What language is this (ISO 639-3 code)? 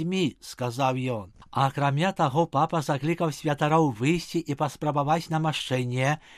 bel